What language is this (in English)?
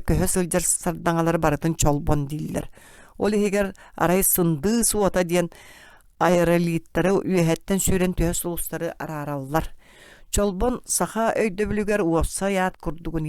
Yakut